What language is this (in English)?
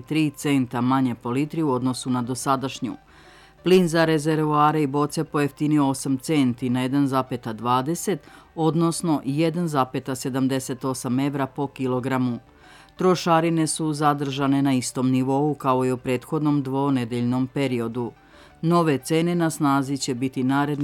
Serbian